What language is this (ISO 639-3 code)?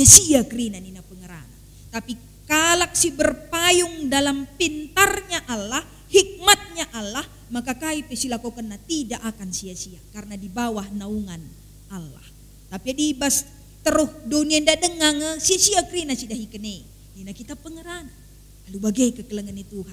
btx